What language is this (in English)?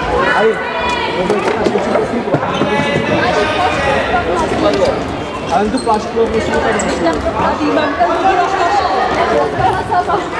Czech